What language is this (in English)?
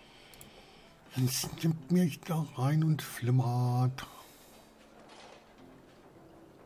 German